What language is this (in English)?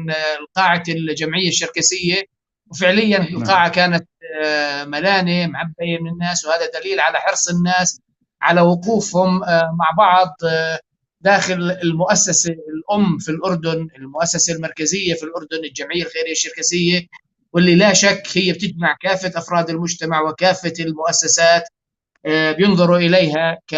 North Levantine Arabic